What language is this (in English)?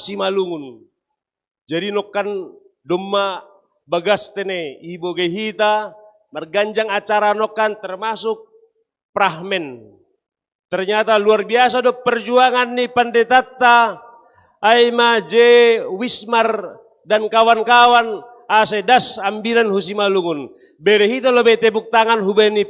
Batak Simalungun